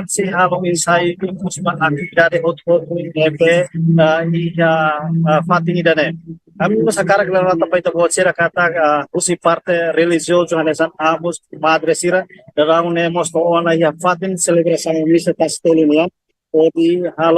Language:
Tetum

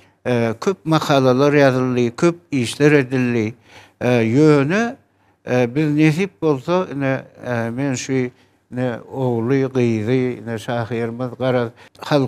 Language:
Turkmen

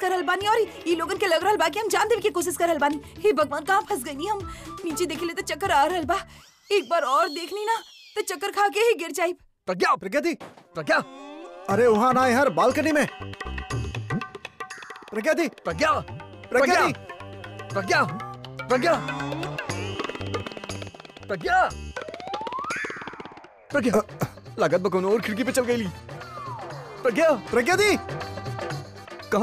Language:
Bhojpuri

